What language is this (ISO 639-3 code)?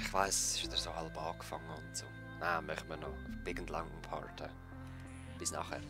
gsw